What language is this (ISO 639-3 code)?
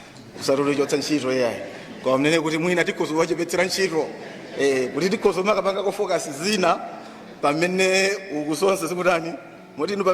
nya